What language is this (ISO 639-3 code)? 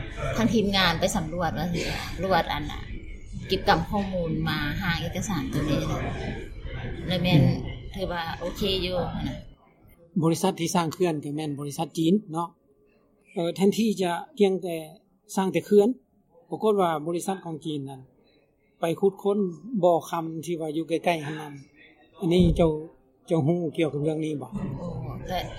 lao